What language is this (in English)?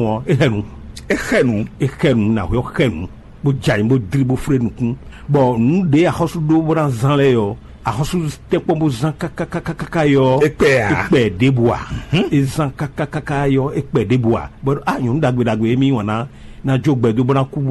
Fon